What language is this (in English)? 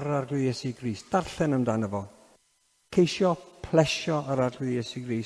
Welsh